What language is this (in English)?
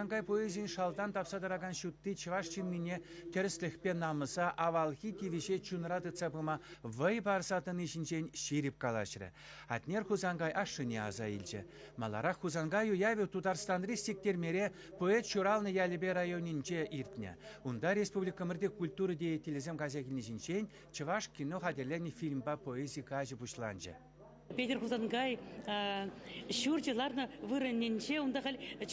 Chuvash